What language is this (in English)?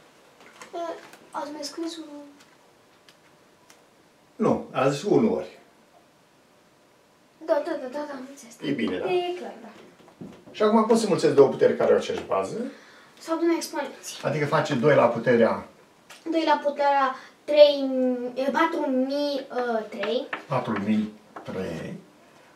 Romanian